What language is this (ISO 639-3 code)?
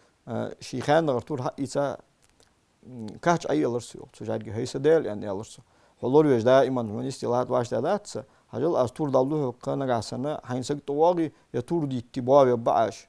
inh